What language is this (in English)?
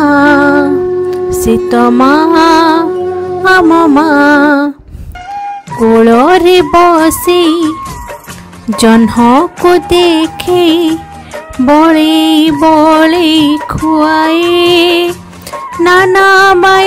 Odia